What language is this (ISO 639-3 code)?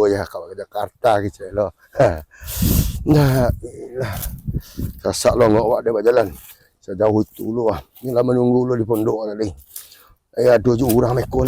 min